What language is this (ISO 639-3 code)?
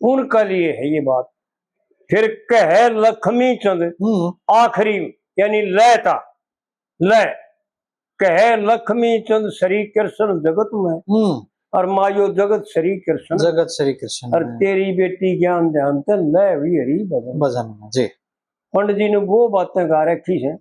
bgc